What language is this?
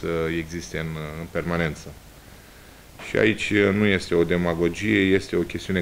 Romanian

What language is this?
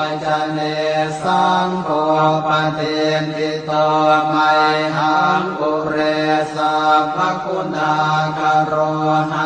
Pali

